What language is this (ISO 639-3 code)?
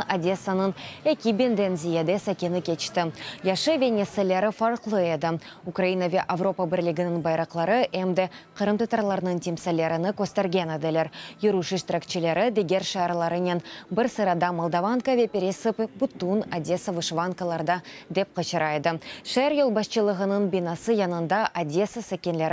crh